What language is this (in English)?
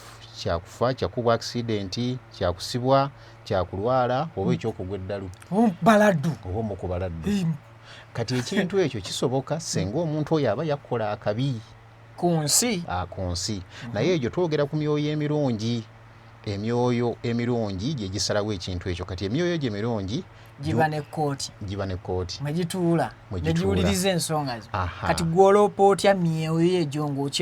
Ganda